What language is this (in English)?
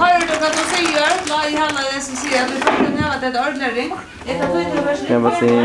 Faroese